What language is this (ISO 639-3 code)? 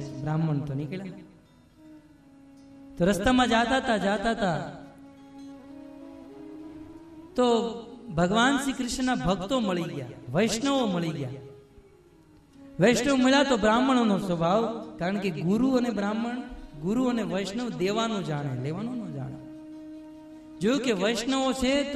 guj